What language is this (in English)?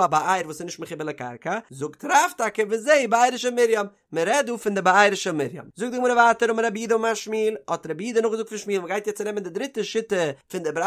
Yiddish